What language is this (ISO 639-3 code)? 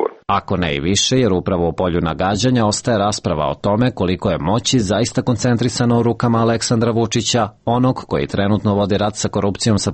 srp